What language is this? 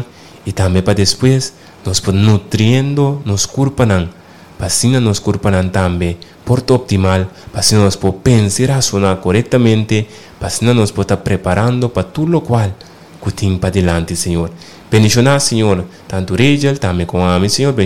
Papiamento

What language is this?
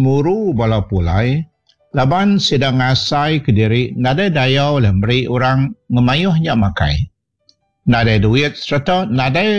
Iban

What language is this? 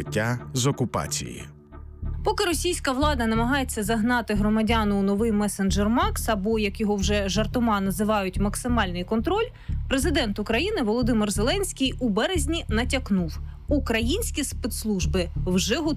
Ukrainian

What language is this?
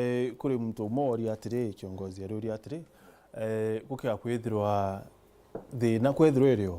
Meru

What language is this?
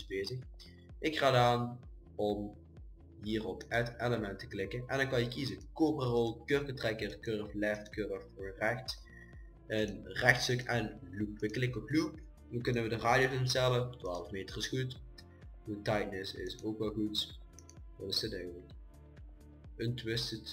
Dutch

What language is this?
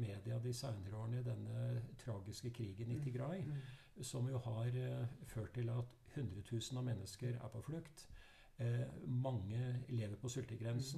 Norwegian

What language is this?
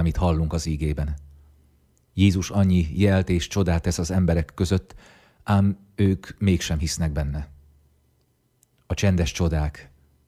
Hungarian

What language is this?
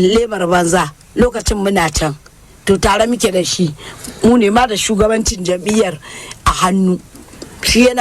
Hausa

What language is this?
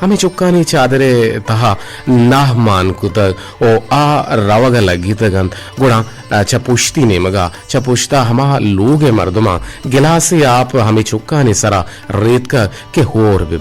Eastern Balochi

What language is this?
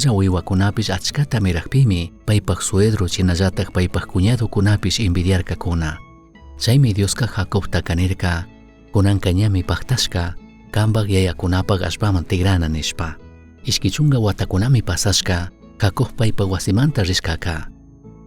Chimborazo Highland Quichua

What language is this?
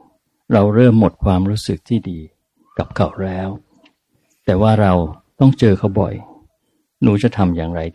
Thai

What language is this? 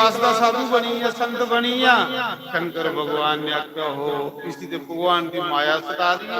Dogri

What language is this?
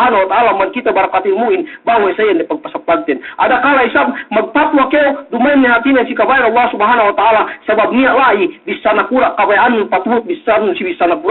Yakan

